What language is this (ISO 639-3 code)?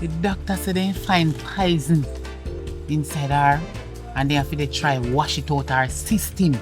jam